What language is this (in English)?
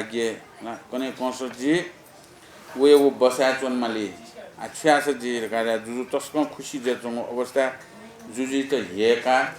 Newari